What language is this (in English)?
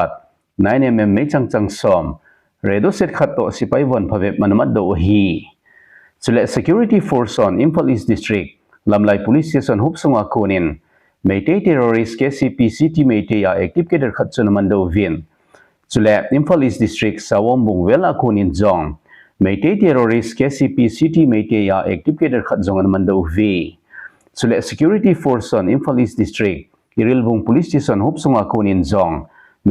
Thado Chin